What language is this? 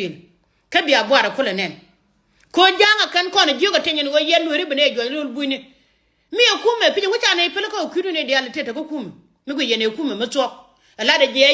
Nuer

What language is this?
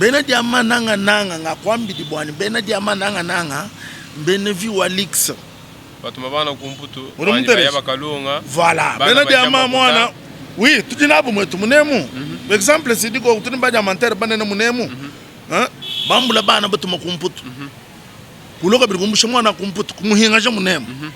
Luba-Lulua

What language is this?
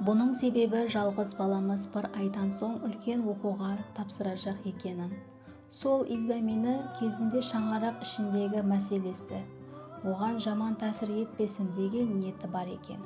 Kara-Kalpak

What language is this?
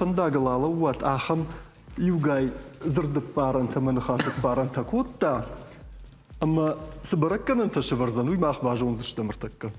Ossetic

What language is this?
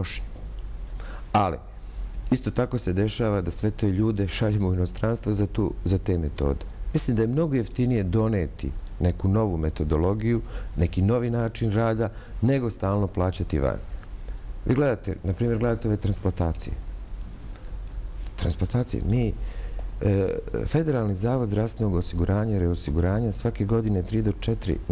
Bosnian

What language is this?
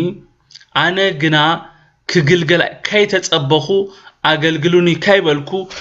Tigrinya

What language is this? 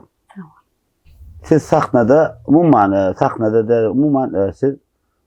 Turkmen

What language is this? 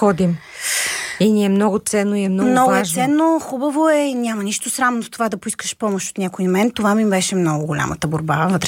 Bulgarian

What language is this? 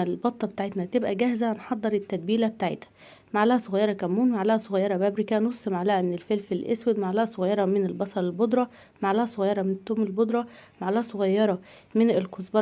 Egyptian Arabic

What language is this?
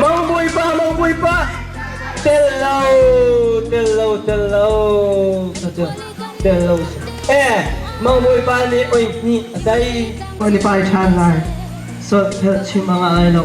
Hakha Chin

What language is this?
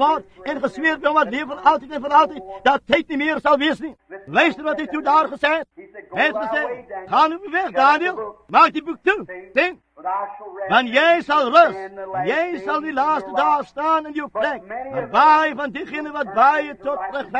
Afrikaans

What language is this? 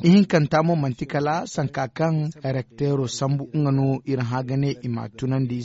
Zarma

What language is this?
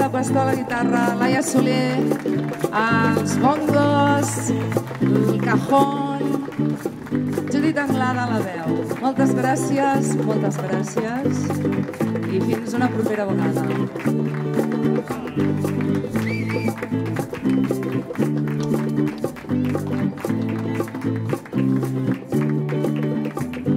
Catalan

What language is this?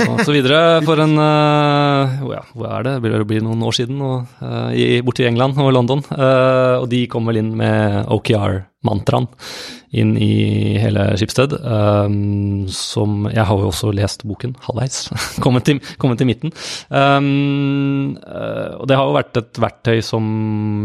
Norwegian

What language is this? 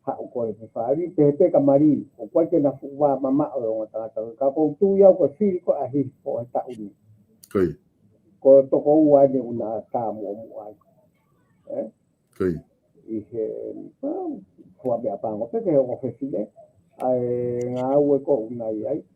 Tongan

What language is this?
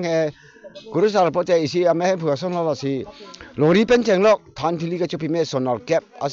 Karbi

